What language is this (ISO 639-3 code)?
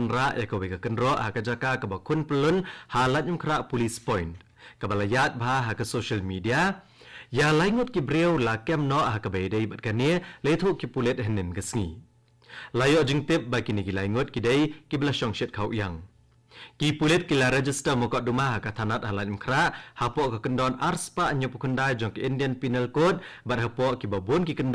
kha